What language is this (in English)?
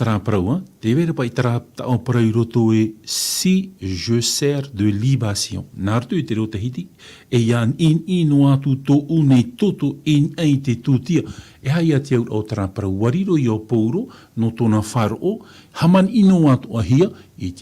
Tahitian